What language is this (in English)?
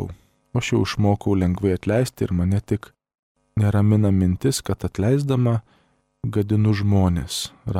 Lithuanian